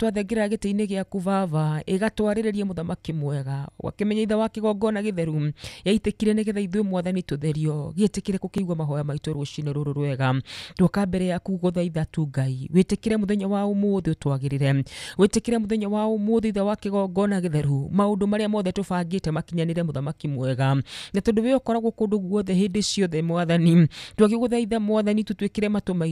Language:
Kikuyu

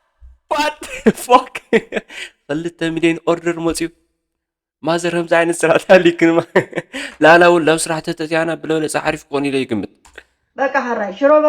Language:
Tigrinya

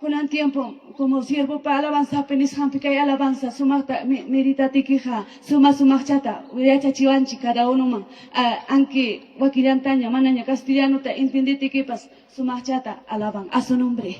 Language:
Ayacucho Quechua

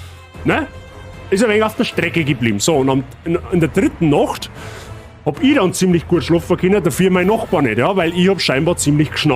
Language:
Bavarian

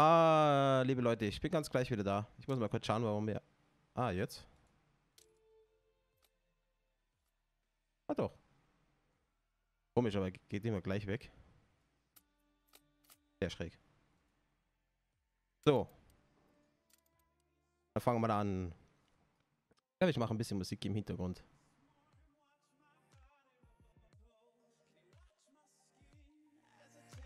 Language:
German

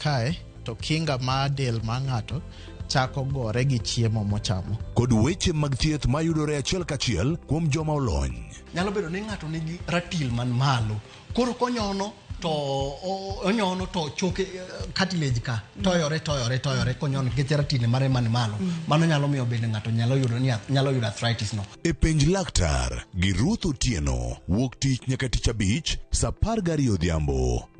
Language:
Luo (Kenya and Tanzania)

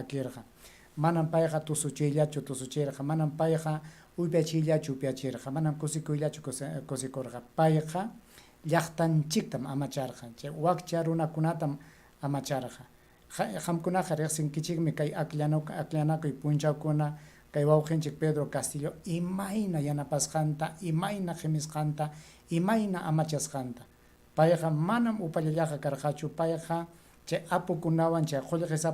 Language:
Ayacucho Quechua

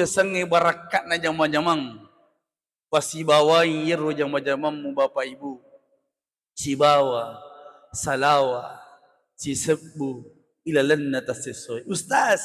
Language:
Buginese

